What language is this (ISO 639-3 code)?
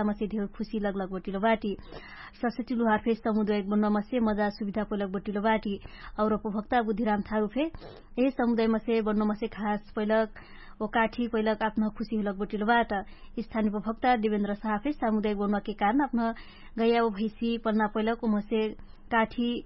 thl